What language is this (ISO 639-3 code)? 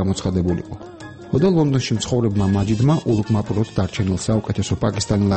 kat